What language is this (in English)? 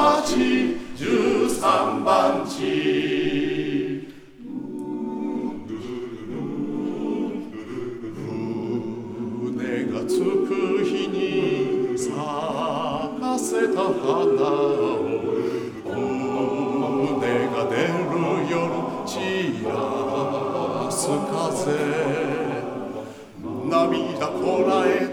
Japanese